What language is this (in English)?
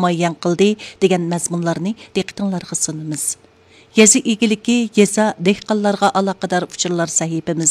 Uyghur